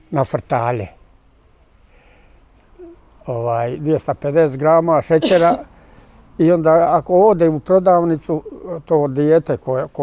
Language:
Bosnian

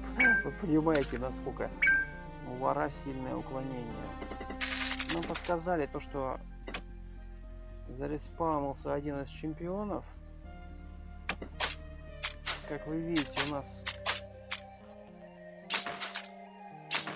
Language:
Russian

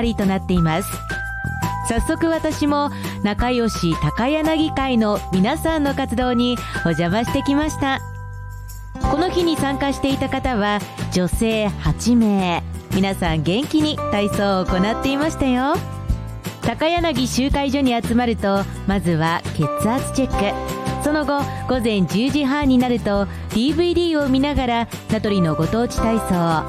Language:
Japanese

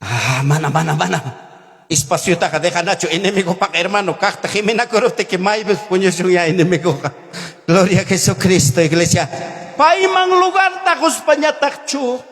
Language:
Ayacucho Quechua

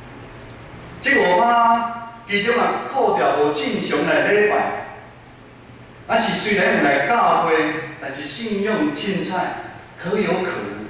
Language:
Min Nan Chinese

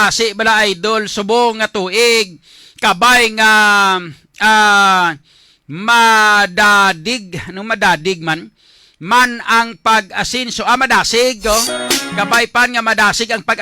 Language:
Hiligaynon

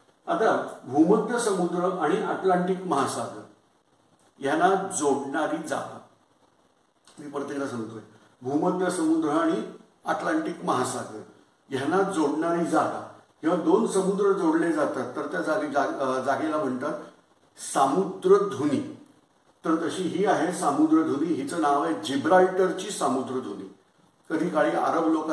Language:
Marathi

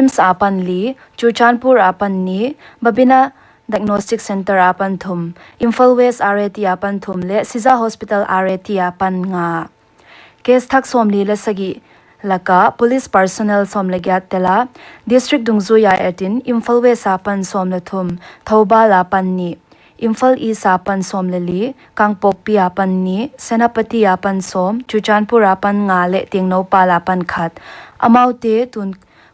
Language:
Paite Chin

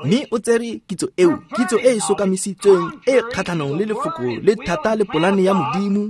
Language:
Tswana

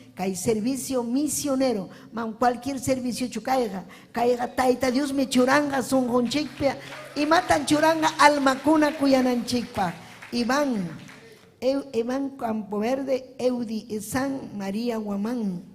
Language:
Ayacucho Quechua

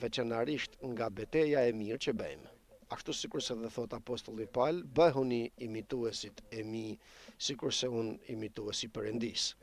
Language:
Albanian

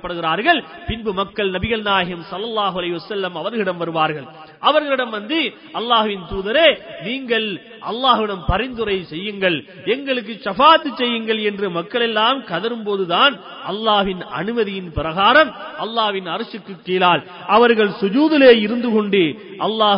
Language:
Tamil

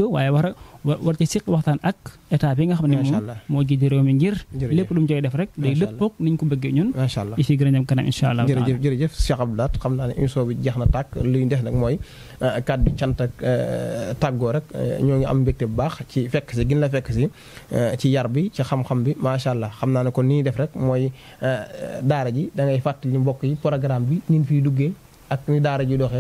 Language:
Wolof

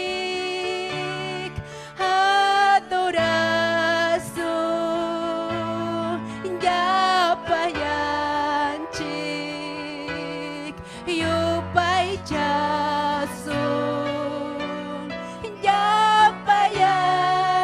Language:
Ayacucho Quechua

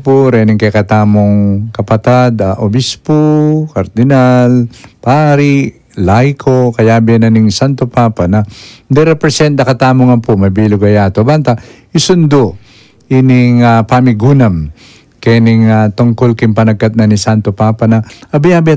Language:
Pampanga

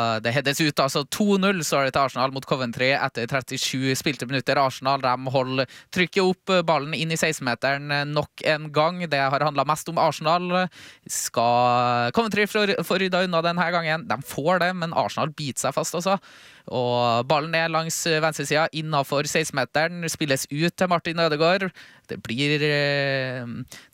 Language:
Norwegian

